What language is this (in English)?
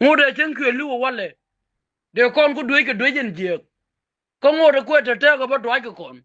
Nuer